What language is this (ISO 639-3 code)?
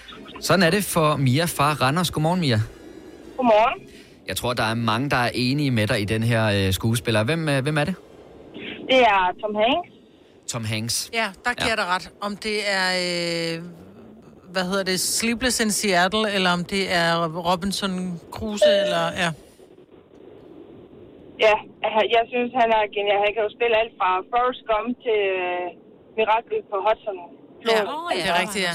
dan